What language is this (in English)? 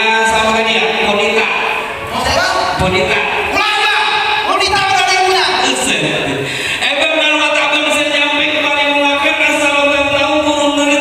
Betawi